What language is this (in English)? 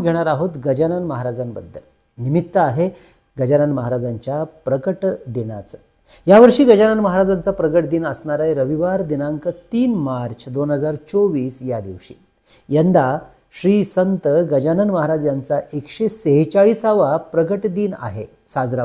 Marathi